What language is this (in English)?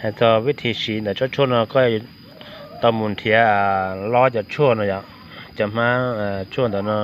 Hmong